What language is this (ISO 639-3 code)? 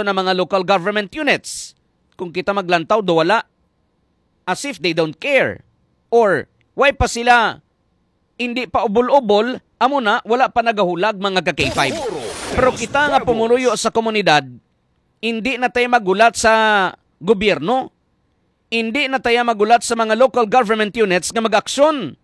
hil